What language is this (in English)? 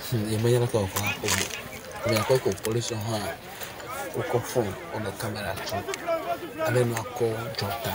Ewe